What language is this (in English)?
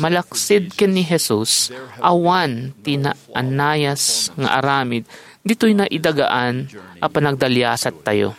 Iloko